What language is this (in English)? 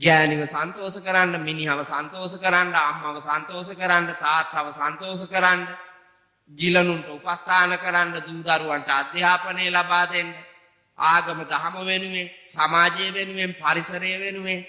Sinhala